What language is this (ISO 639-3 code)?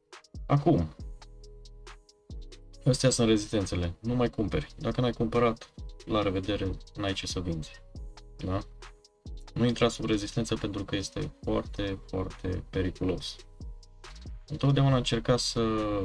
ron